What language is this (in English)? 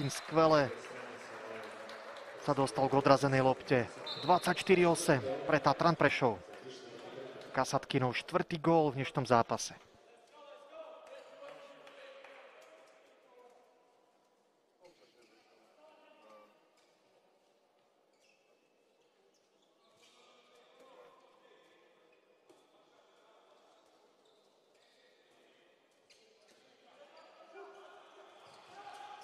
Slovak